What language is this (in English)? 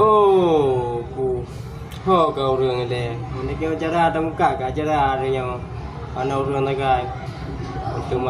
Achinese